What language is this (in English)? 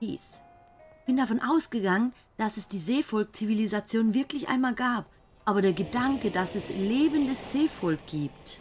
Swiss German